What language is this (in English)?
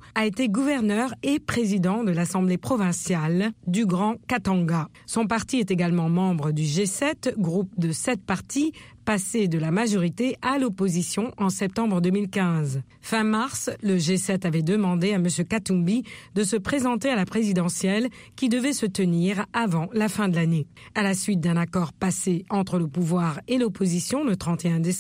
French